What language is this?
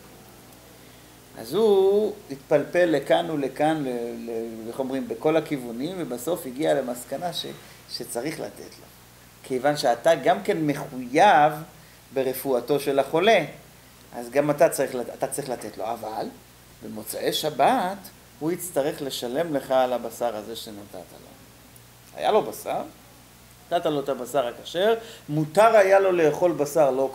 Hebrew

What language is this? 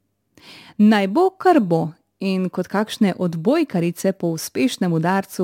Slovenian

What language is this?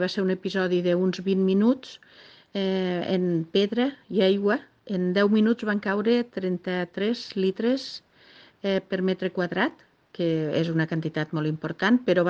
Catalan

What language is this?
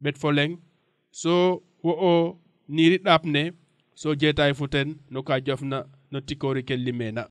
Serer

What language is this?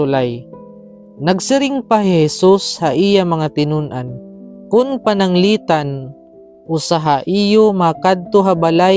Waray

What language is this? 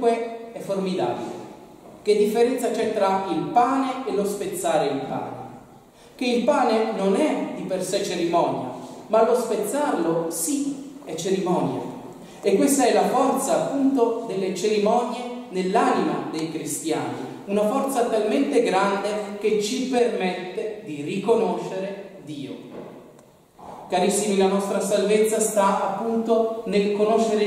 Italian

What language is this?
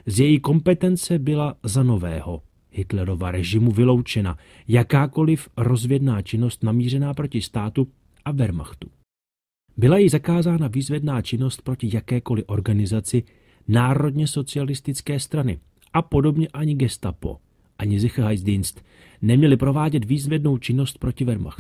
Czech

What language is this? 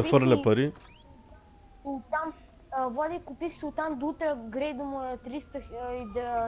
Bulgarian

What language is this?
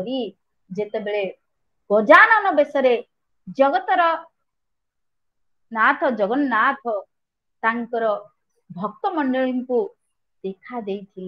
Odia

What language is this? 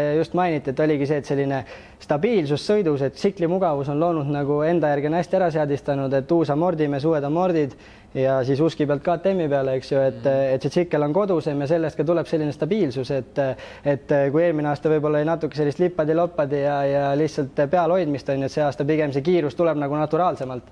Estonian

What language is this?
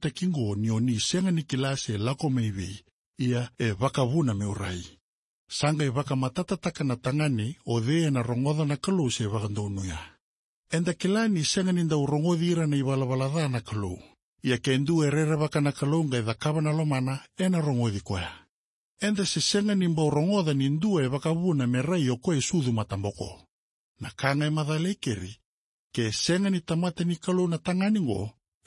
Fijian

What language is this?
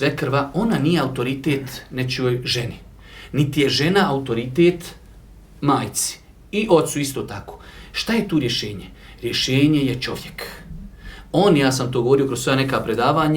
Bosnian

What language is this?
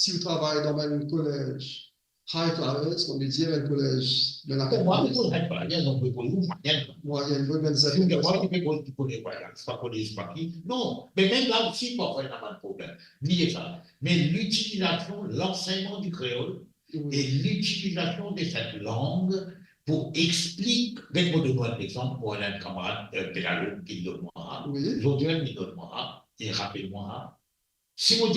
Morisyen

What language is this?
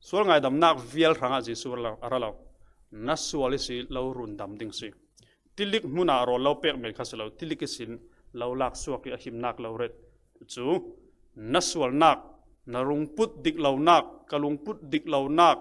Falam Chin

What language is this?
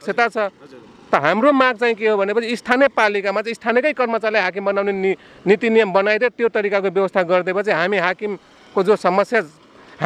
Nepali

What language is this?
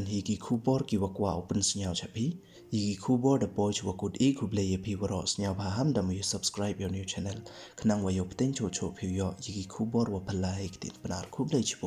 Pnar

